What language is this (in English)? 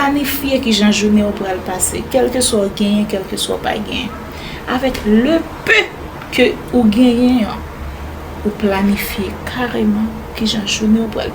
Haitian Creole